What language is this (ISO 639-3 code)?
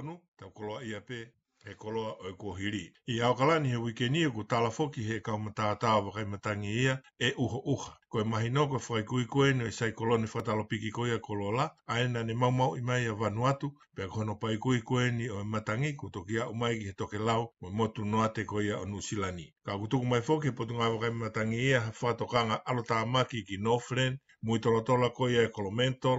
ton